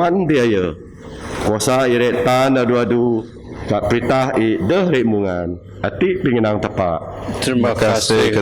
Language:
Biatah Bidayuh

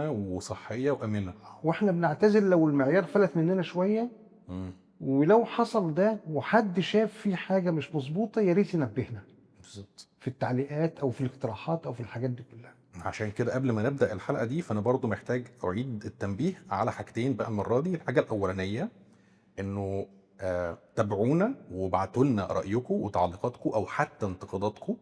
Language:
Egyptian Arabic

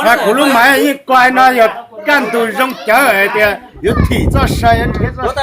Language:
Hmong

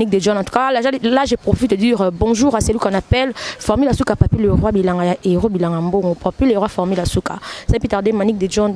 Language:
Lingala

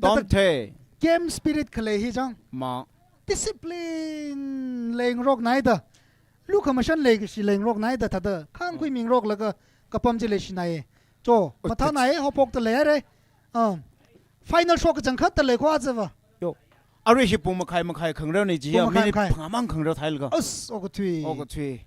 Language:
Tangkhul Naga (India)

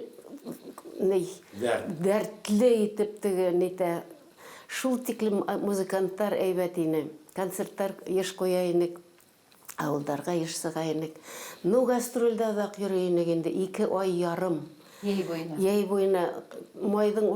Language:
Bashkir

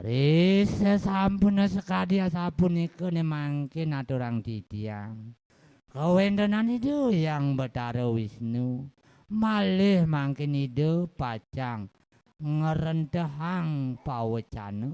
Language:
Balinese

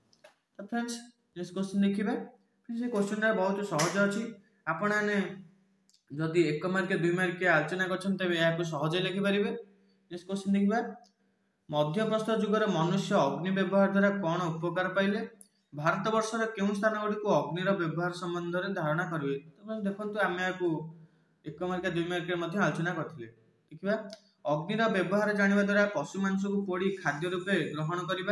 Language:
Odia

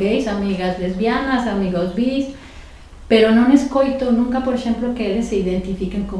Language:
Galician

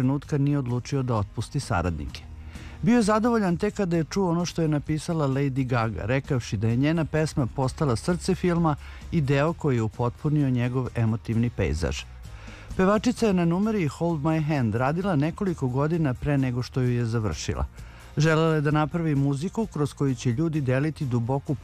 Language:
Serbian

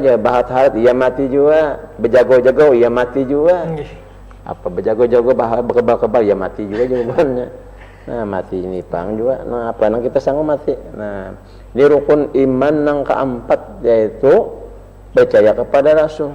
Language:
Banjar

